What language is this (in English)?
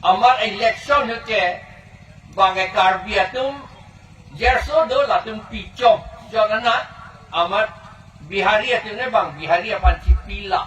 Karbi